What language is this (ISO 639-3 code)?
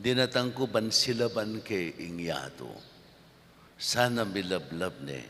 pam